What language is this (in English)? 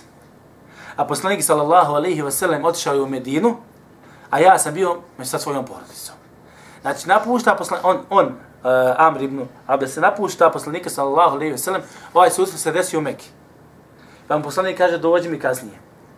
Bosnian